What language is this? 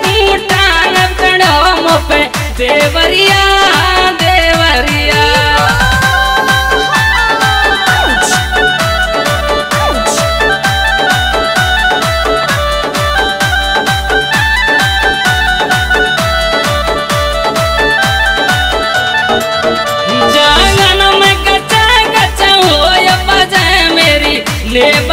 Bhojpuri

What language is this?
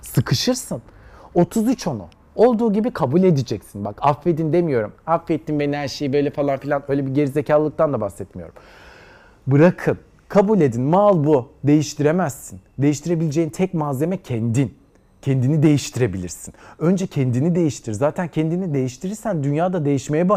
Turkish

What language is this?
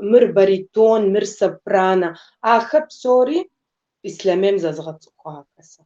Kabardian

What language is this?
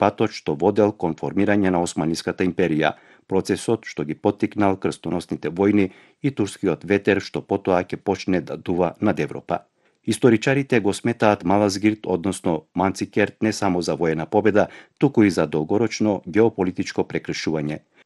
Macedonian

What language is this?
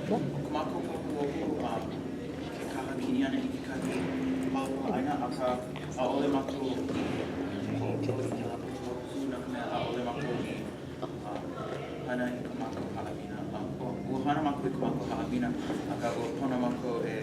Hawaiian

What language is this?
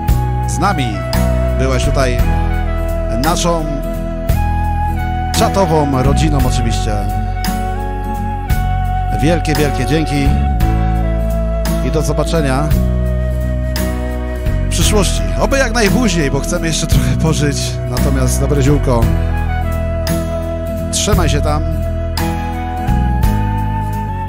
Polish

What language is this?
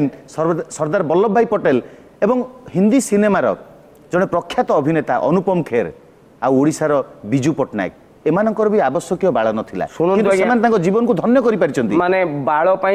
Odia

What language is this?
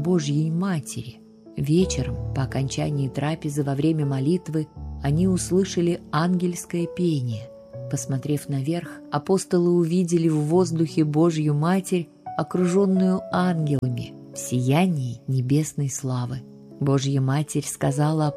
Russian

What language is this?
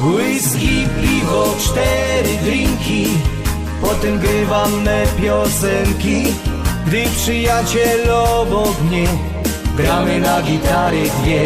Silesian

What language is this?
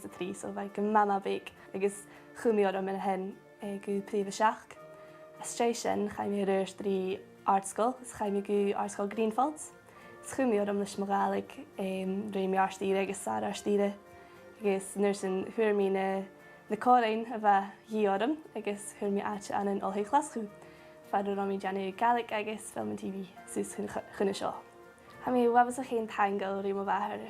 Scottish Gaelic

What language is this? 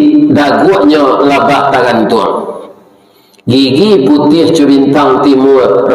Minangkabau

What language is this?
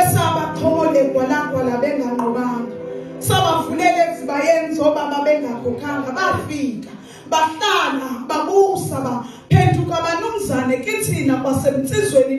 Zulu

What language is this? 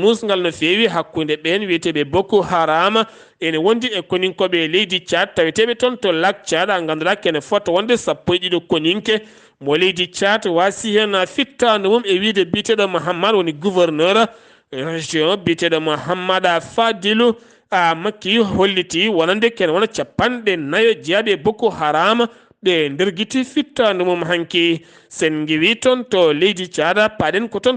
Fula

